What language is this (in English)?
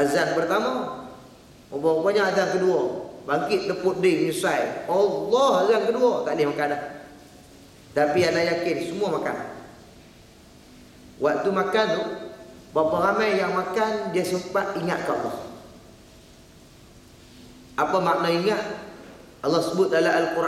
Malay